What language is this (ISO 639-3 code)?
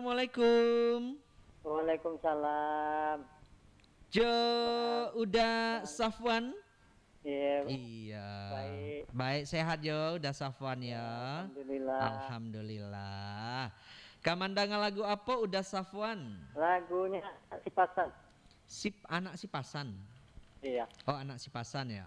min